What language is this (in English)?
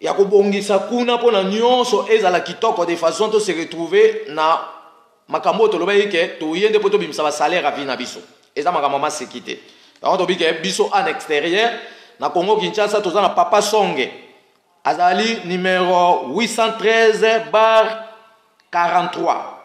Lingala